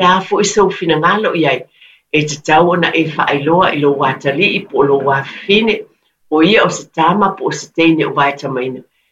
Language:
Samoan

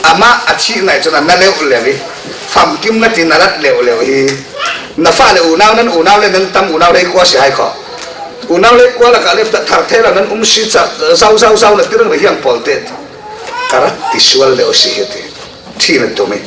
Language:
Falam Chin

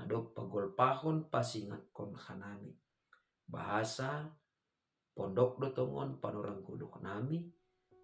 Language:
Batak Simalungun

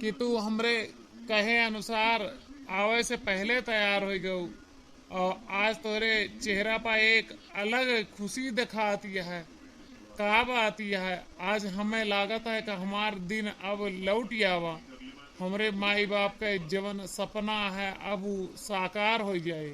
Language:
Awadhi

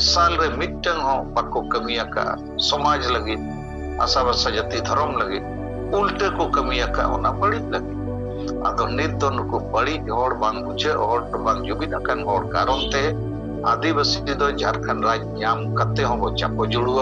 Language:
Santali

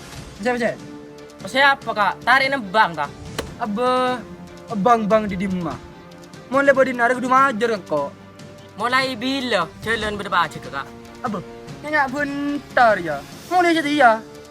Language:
Madurese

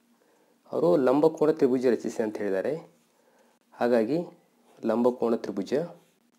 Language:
Kannada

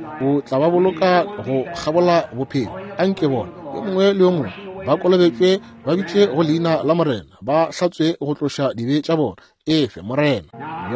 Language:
Northern Sotho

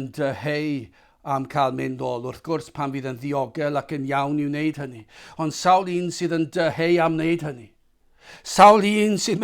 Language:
Welsh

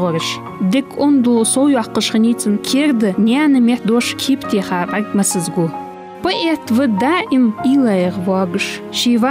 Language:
Ingush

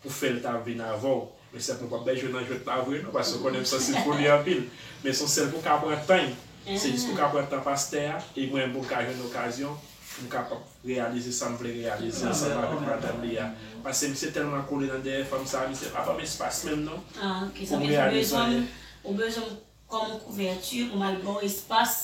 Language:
Haitian Creole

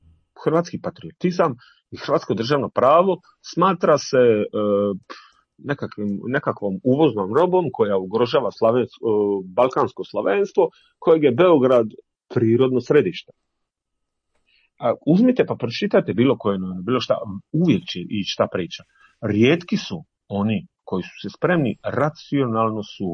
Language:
Croatian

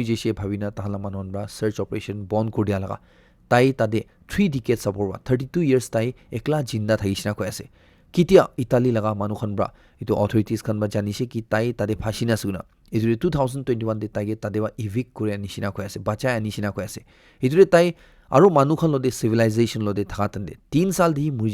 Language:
Naga Pidgin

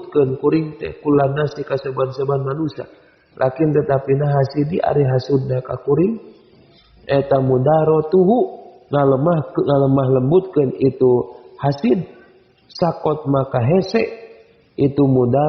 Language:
Sundanese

